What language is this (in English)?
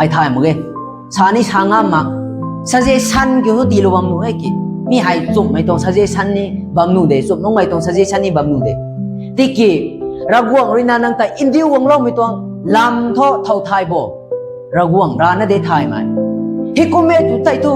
Rongmei Naga